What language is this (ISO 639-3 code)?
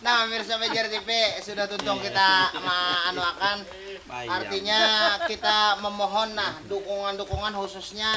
bjn